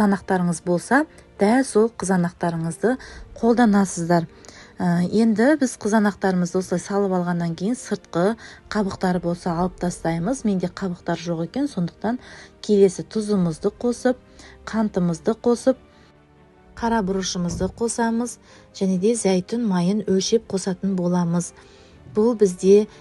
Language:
Kazakh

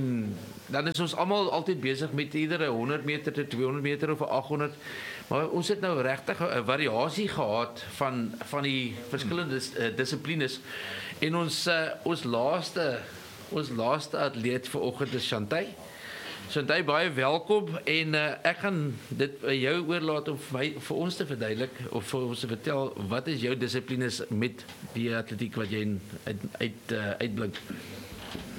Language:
Afrikaans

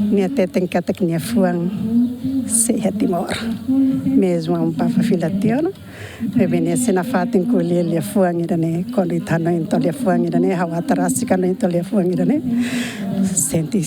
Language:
Tetum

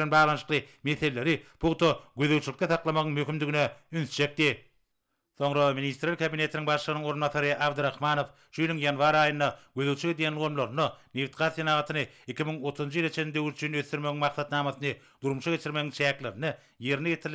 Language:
Turkmen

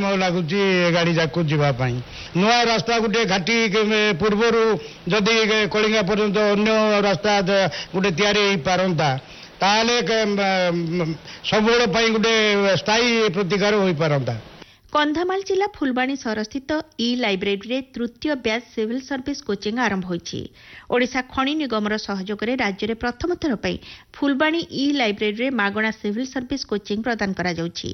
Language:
Odia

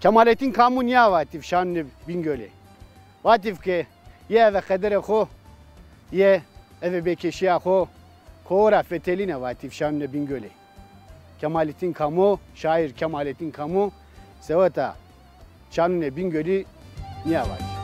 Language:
Zaza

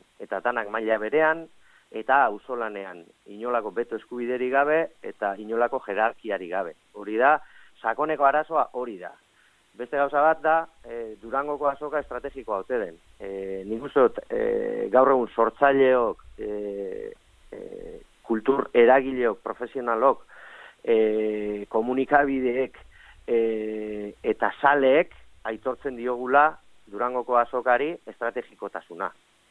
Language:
Basque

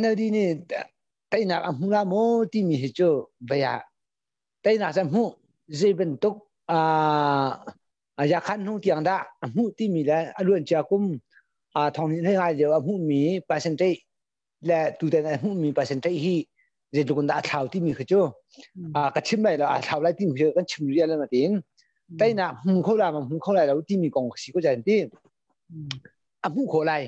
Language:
Hakha Chin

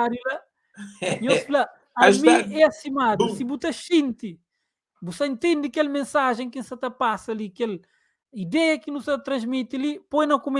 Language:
Kabuverdianu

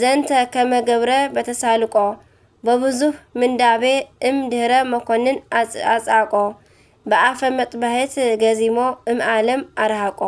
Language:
Tigrinya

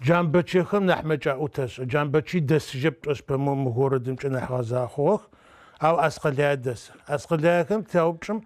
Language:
Adyghe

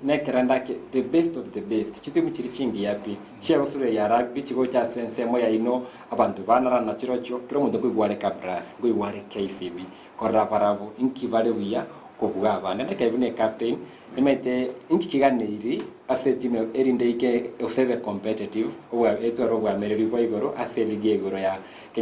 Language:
Gusii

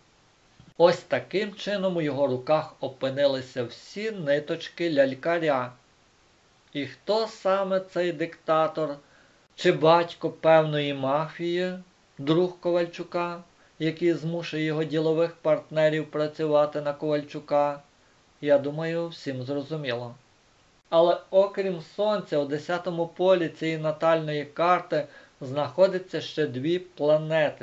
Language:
Ukrainian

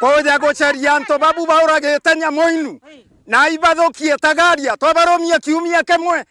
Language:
Meru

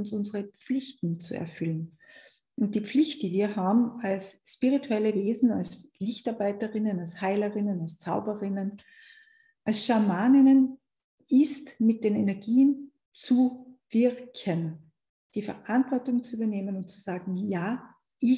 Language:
German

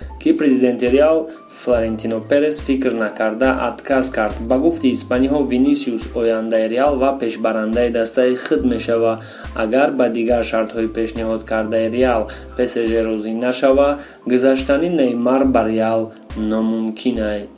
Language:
Tajik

